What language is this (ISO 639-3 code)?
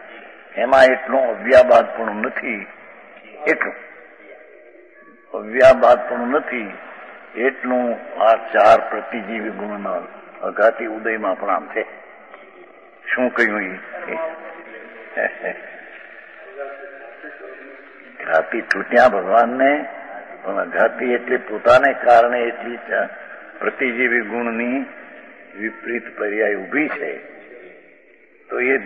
guj